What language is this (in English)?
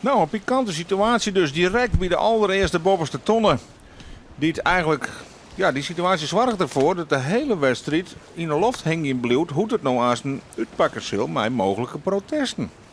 Western Frisian